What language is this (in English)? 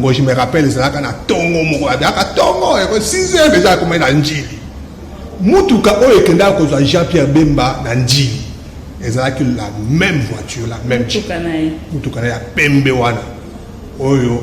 Lingala